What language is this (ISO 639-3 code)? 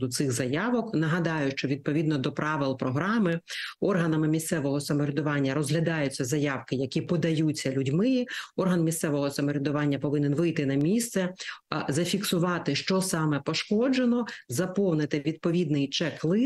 ukr